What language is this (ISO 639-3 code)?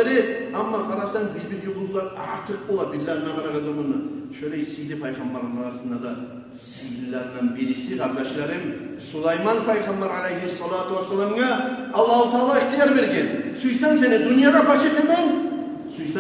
kum